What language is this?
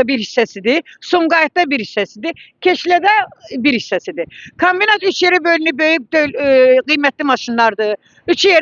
Azerbaijani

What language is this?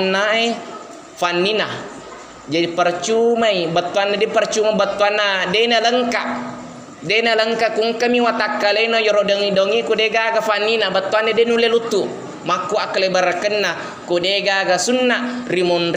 Buginese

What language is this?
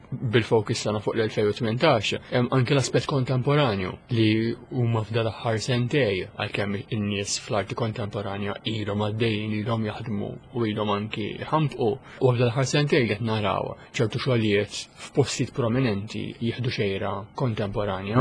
Maltese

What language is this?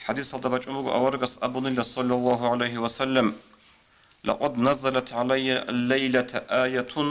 Avaric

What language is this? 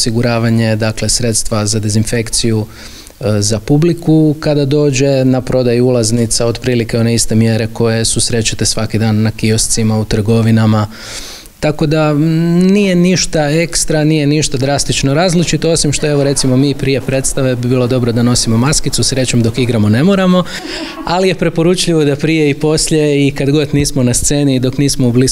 Croatian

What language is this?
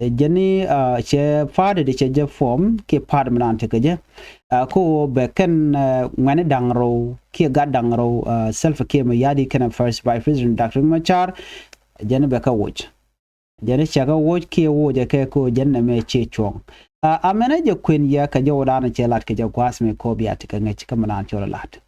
Nuer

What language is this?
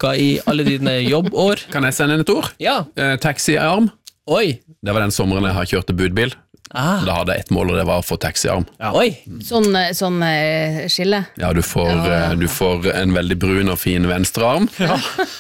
Norwegian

